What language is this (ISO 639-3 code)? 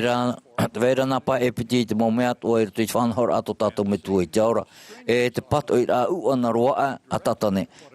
tah